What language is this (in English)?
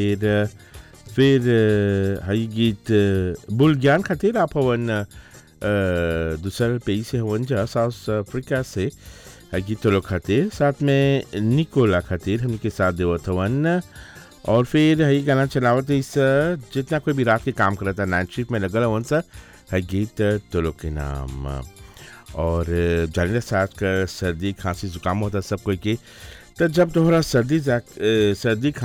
Bhojpuri